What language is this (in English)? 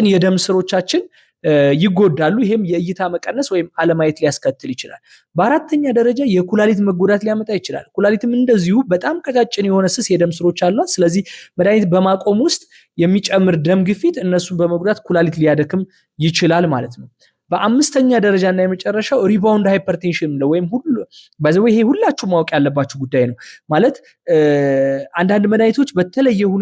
Amharic